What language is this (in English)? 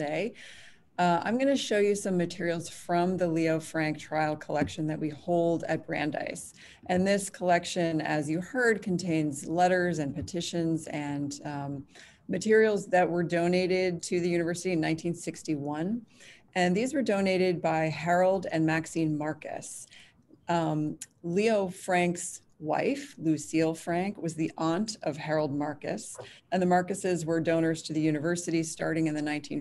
English